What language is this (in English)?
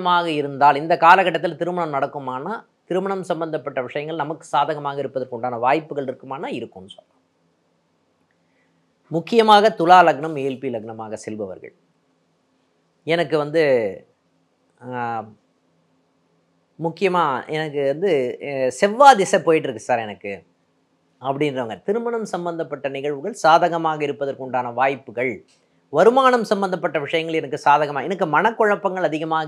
Tamil